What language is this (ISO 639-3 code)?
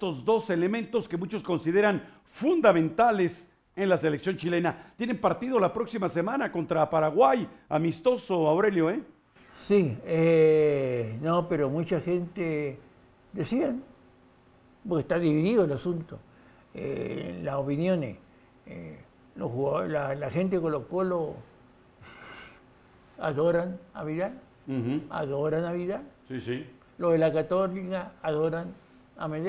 spa